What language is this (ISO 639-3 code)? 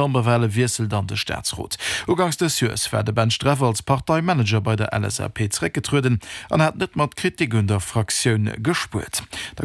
ltz